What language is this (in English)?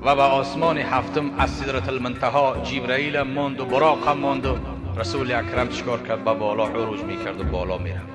Tajik